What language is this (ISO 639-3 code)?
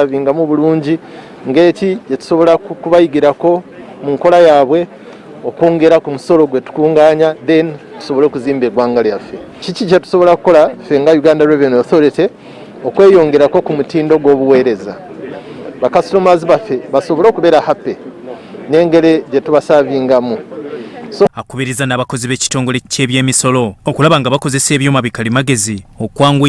lug